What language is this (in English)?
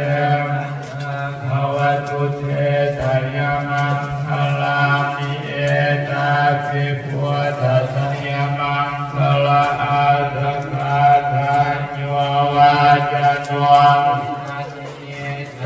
Pali